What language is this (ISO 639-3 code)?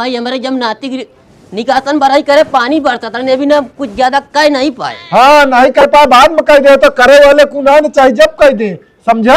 awa